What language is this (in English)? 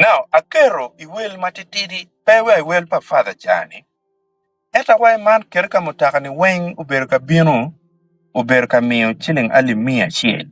Acoli